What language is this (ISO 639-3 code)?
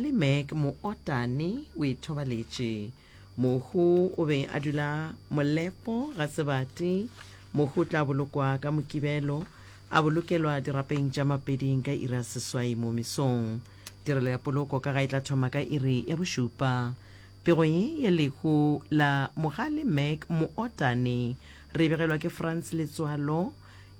nso